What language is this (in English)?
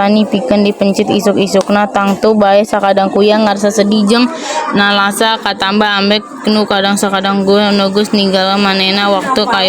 Sundanese